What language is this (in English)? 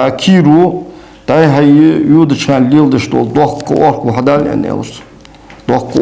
Ingush